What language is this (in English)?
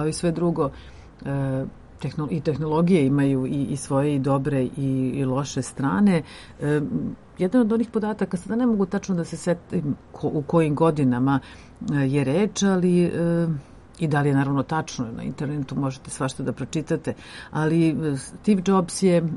Serbian